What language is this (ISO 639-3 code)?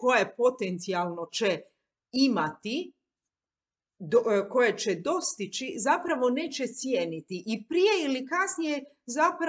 hrv